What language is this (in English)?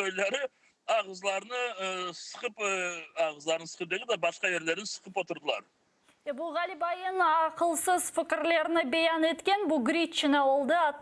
Crimean Tatar